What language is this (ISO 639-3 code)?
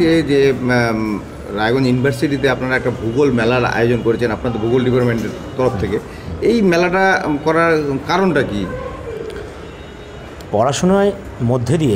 ben